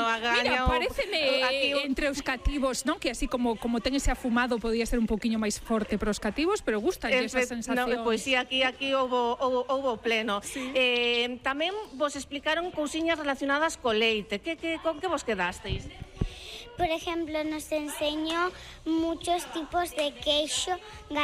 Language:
Galician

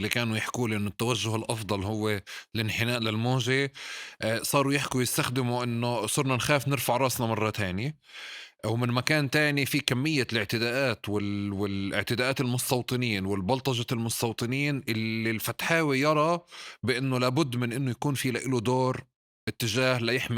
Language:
North Levantine Arabic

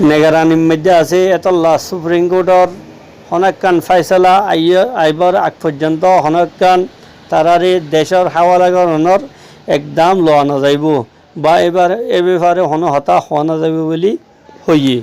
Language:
Rohingya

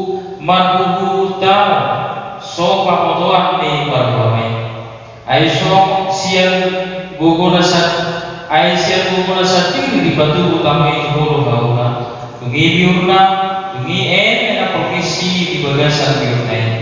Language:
Batak Toba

